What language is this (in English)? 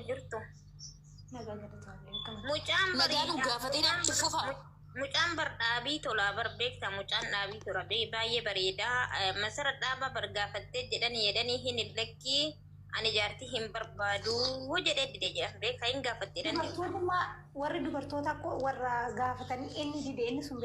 Oromo